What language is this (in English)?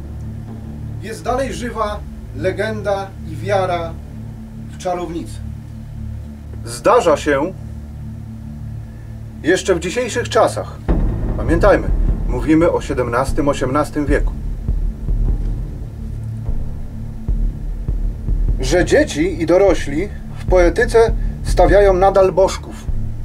Polish